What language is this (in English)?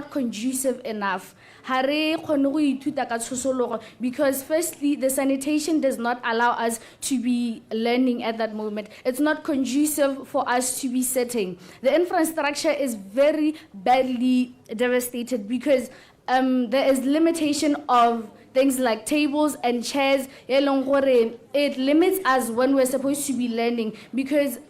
Tswana